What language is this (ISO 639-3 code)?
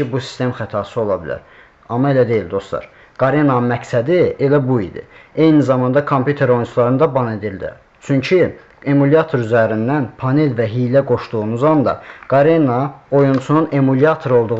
aze